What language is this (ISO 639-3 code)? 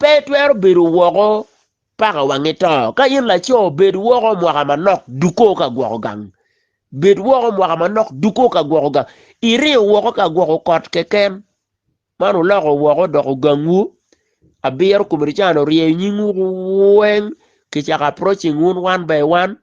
ach